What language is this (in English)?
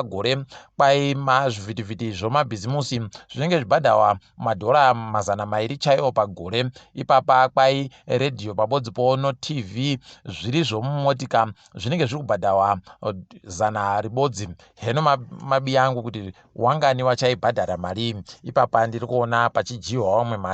Ndau